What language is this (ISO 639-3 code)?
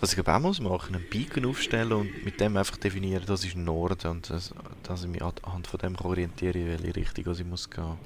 gsw